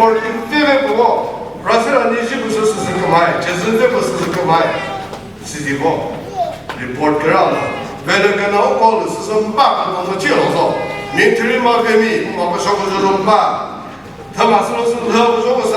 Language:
Chokri Naga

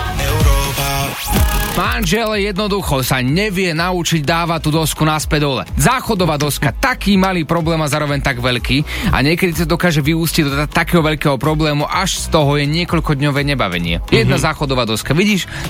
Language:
Slovak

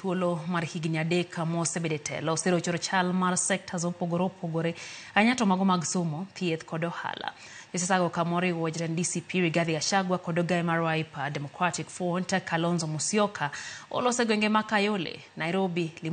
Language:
Luo (Kenya and Tanzania)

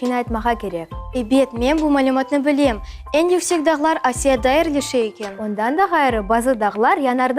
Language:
Crimean Tatar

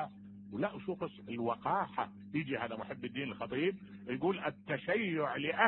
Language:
Mesopotamian Arabic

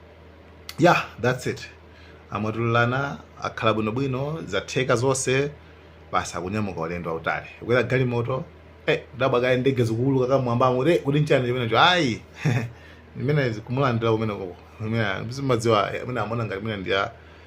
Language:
Nyanja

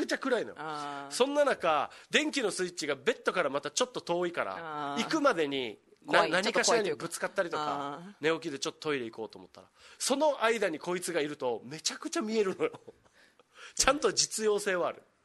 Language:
Japanese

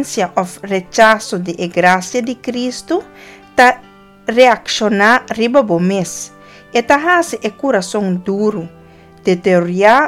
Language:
Papiamento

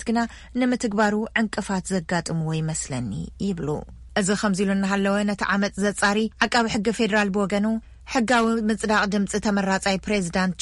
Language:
Tigrinya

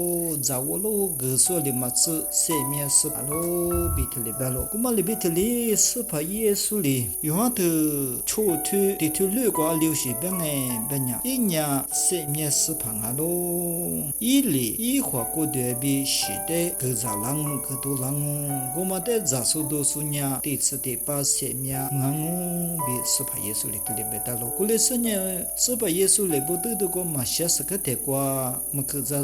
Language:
Lisu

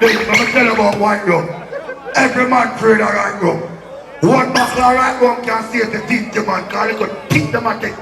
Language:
Jamaican Creole English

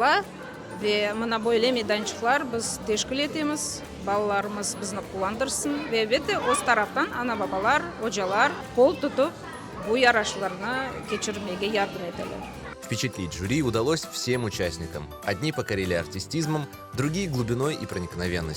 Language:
Crimean Tatar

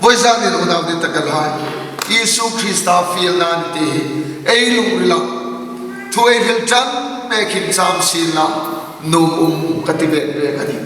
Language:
Hmar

